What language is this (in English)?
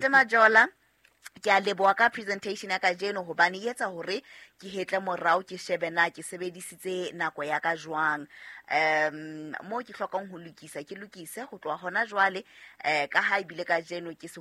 Southern Sotho